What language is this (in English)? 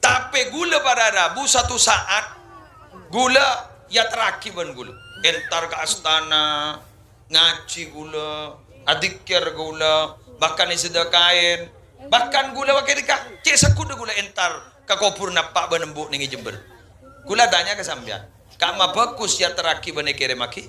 Madurese